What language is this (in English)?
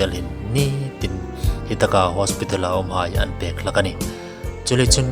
Hmar